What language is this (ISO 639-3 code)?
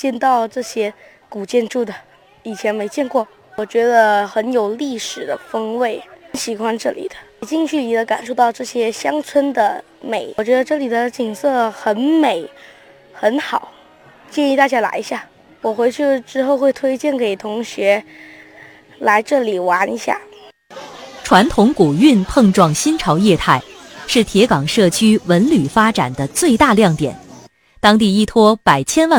zho